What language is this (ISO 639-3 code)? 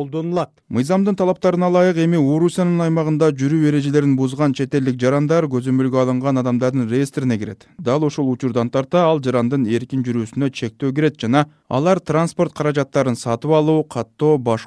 kir